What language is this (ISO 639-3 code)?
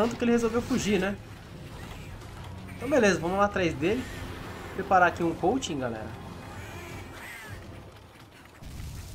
por